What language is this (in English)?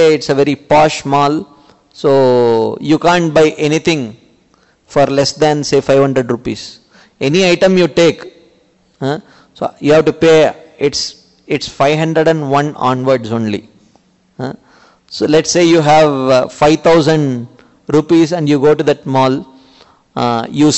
English